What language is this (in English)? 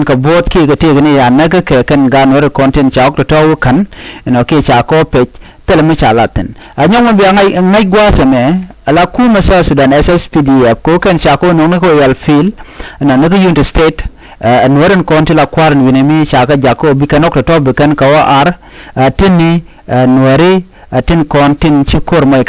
Nuer